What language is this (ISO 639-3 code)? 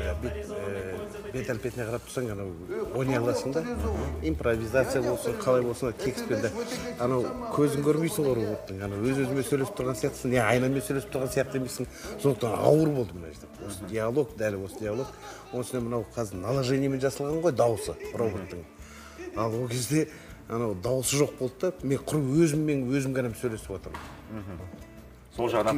kaz